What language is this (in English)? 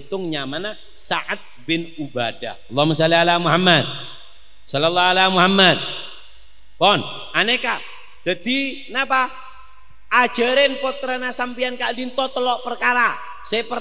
Madurese